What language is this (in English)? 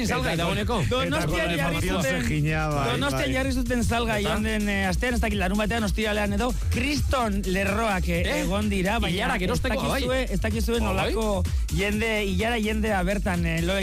Basque